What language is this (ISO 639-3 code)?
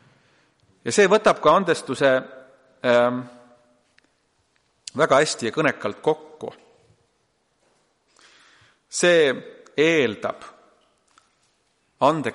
est